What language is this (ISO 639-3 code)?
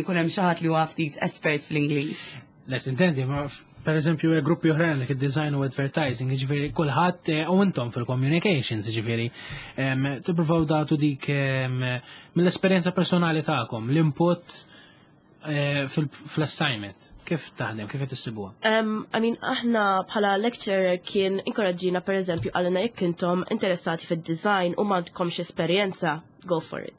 mlt